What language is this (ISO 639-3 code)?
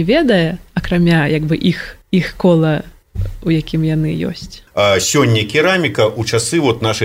bel